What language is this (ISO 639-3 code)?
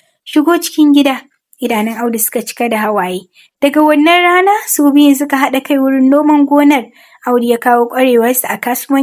hau